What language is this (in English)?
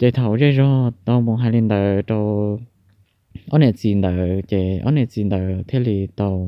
Hmong